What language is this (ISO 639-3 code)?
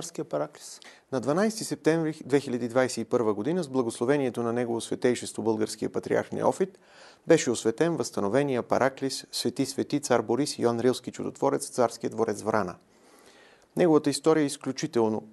bul